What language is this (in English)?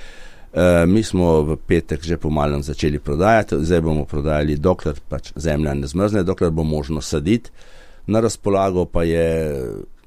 Slovenian